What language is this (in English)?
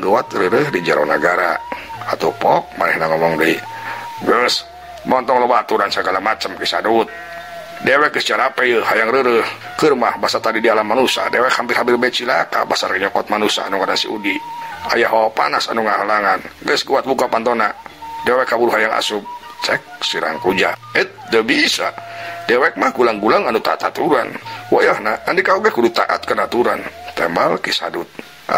Sundanese